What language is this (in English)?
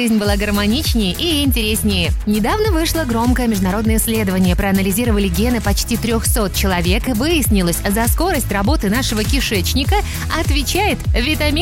Russian